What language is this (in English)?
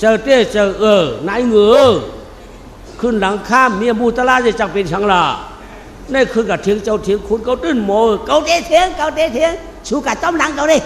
Shan